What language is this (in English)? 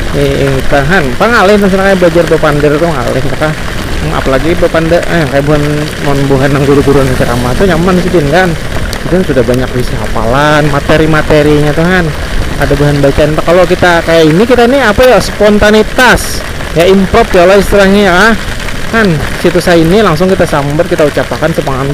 Banjar